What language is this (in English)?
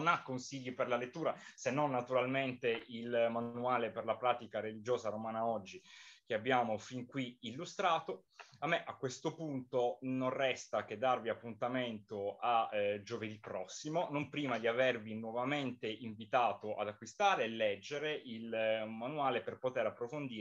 Italian